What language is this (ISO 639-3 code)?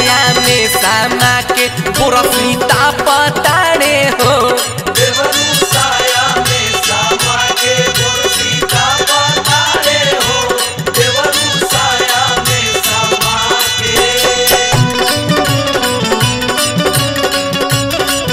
bho